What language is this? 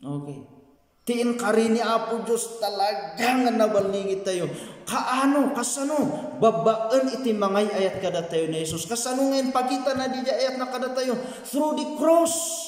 Iloko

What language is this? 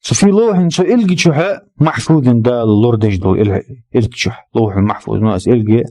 Ingush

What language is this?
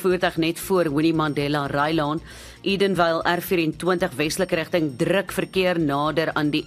Afrikaans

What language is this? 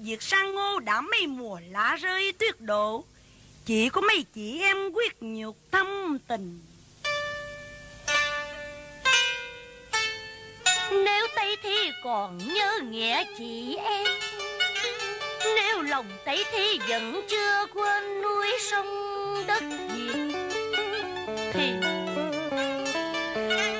Vietnamese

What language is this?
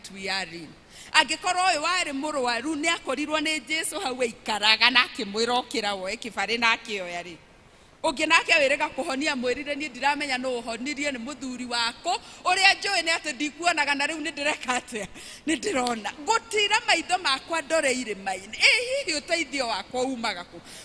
Kikuyu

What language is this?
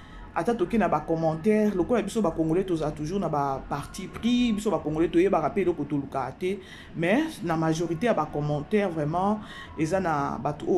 Lingala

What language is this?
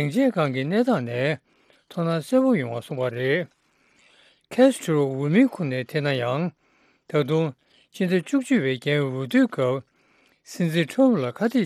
Tibetan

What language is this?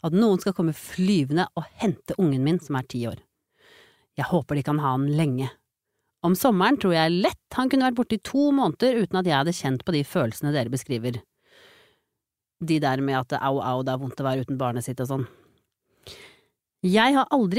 Norwegian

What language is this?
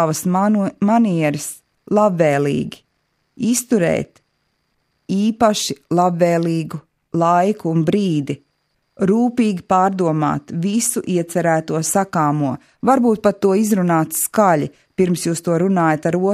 Latvian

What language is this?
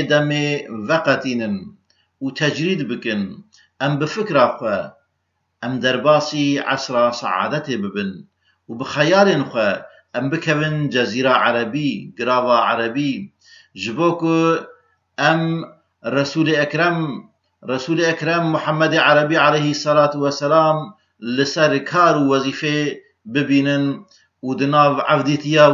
Kurdish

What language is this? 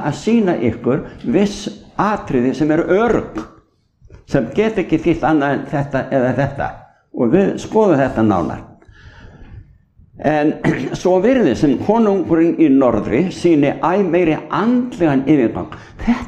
Icelandic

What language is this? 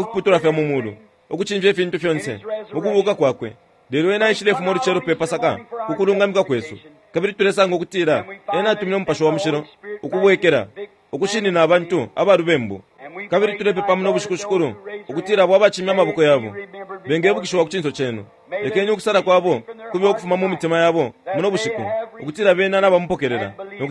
Bemba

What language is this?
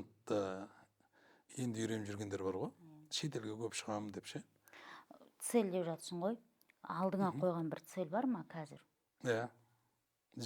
Kazakh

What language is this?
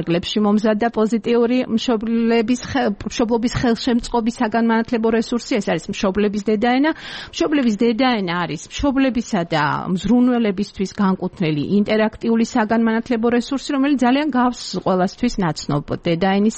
Georgian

